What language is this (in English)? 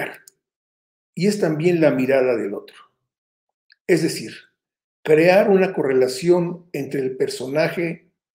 Spanish